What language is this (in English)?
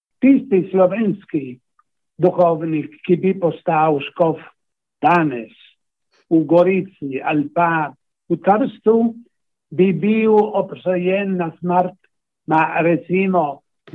Slovenian